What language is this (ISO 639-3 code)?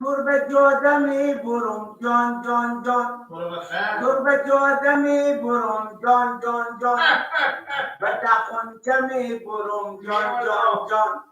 fas